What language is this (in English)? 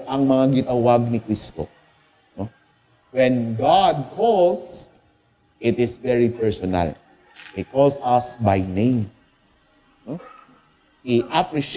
Cebuano